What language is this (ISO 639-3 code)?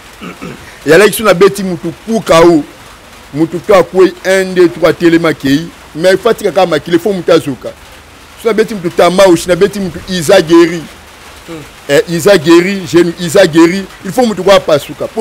lin